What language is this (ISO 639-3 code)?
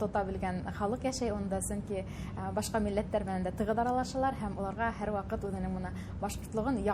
bak